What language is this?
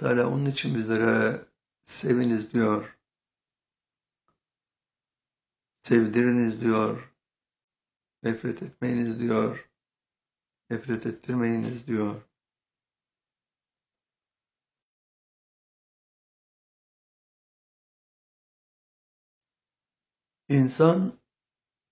Turkish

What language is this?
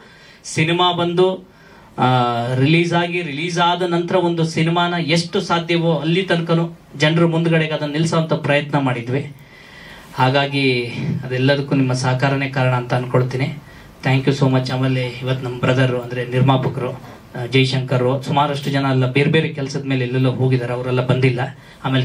Kannada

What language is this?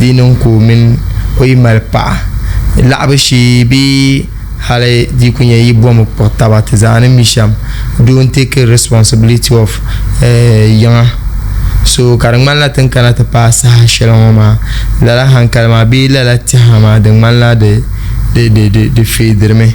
Dagbani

